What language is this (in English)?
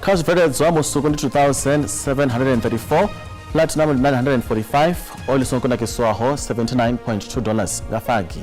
Venda